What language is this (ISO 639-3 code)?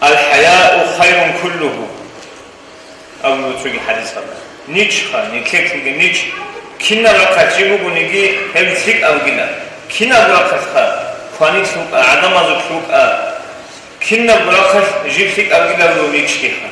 ava